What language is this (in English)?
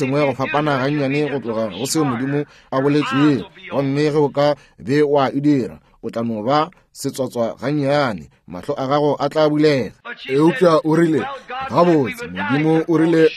Northern Sotho